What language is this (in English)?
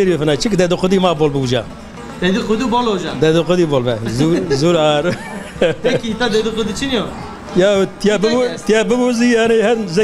Zaza